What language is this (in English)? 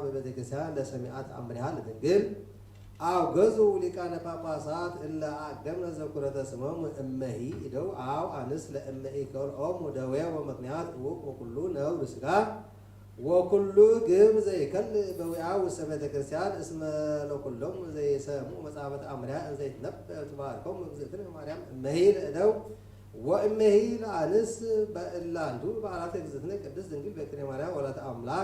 Geez